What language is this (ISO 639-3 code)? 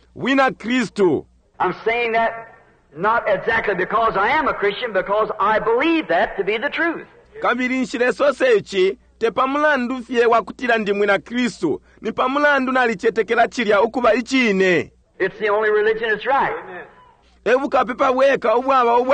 bem